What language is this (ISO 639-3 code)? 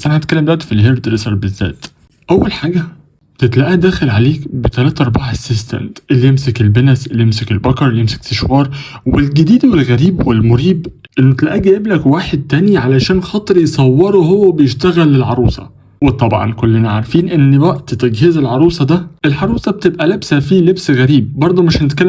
arz